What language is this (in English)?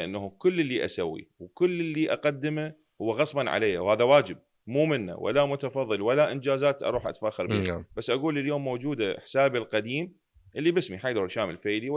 Mesopotamian Arabic